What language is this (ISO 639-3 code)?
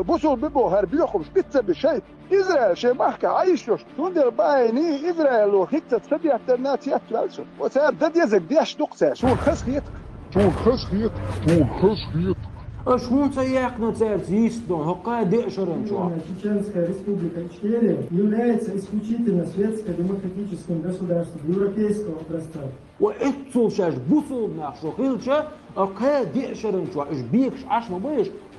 che